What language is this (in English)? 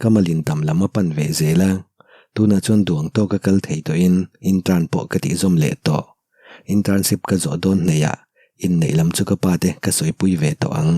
Mizo